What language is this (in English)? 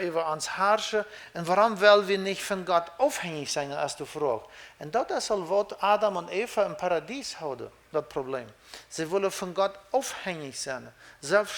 Plautdietsch